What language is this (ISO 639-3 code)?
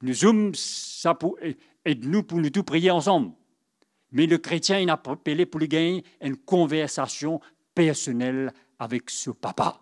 mfe